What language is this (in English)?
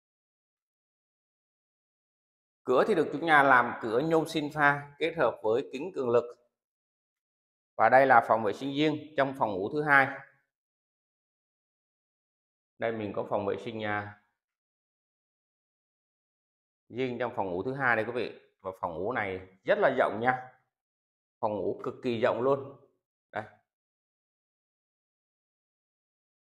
Vietnamese